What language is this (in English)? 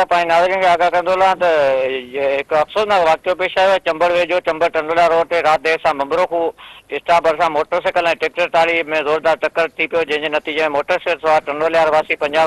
Sindhi